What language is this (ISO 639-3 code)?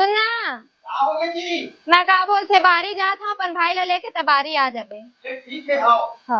hne